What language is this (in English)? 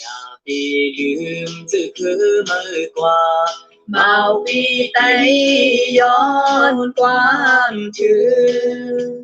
Shan